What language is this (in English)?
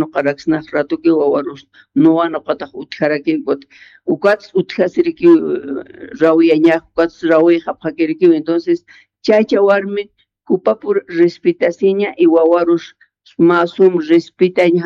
Aymara